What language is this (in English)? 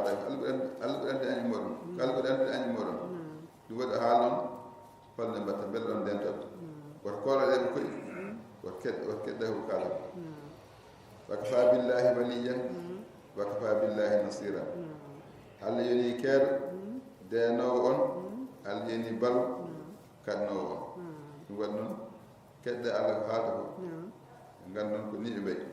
Fula